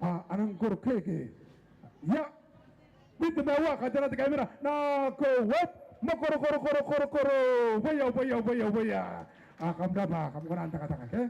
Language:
Gilbertese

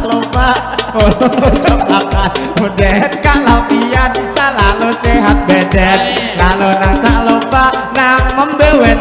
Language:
Banjar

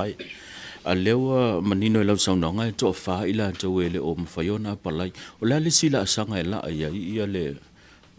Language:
Samoan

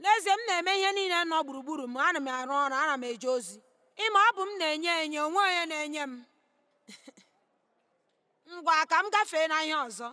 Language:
Igbo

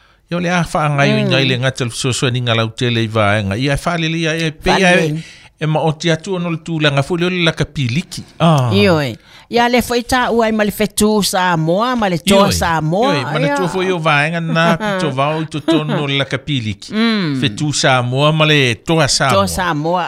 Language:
Samoan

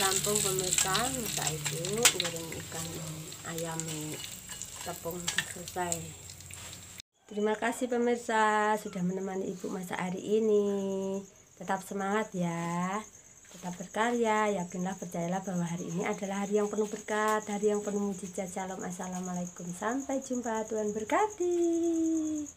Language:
Indonesian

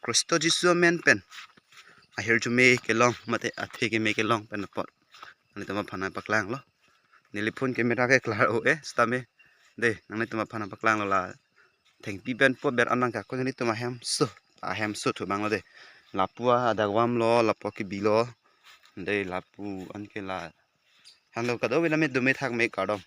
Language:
Karbi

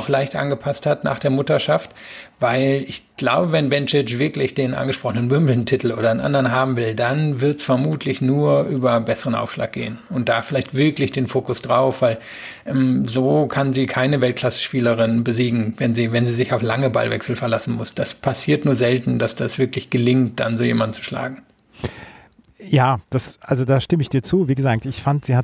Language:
German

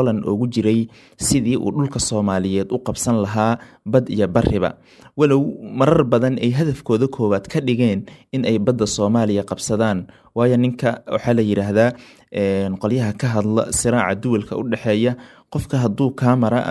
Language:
Somali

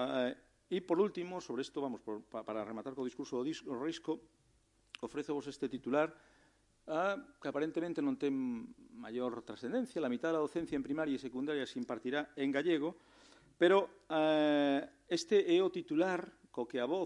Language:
Galician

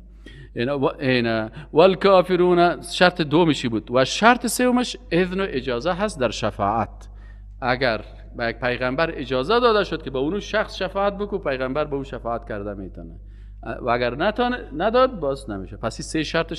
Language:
Persian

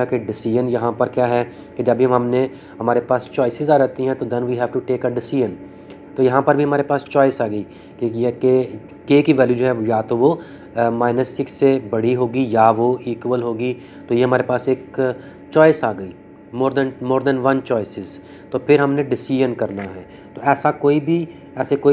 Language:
Hindi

